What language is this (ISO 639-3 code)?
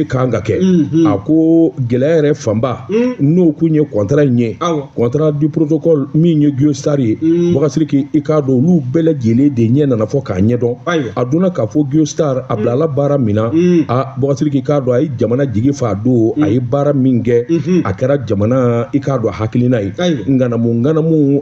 bam